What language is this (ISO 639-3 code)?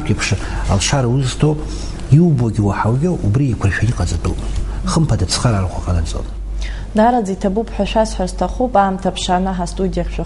abk